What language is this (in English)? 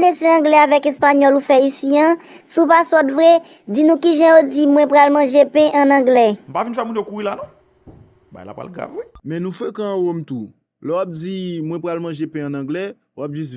Haitian Creole